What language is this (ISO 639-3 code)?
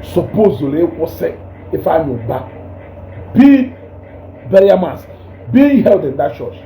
ibo